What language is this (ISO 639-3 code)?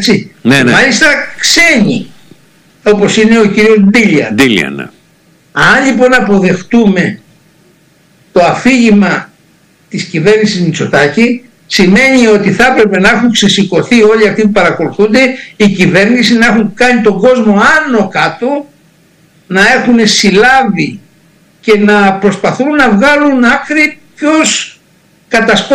ell